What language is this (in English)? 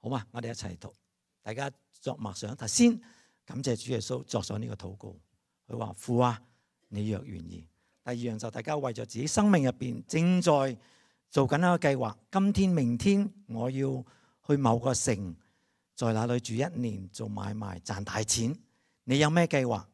Cantonese